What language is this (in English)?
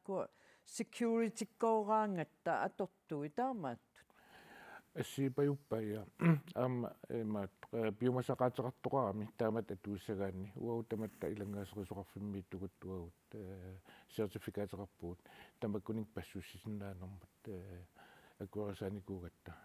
Kalaallisut